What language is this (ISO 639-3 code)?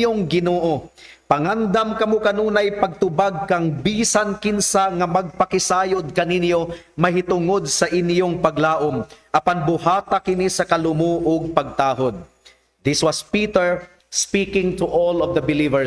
ceb